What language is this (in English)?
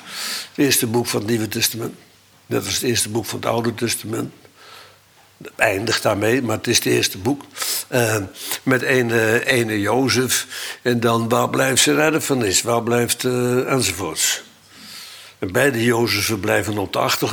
Dutch